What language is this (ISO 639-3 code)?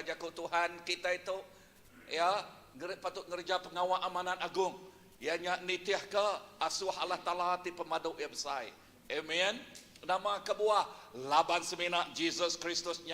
iba